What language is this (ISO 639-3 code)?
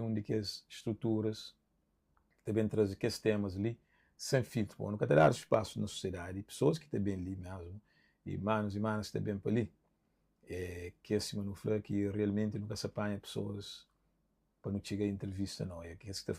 kea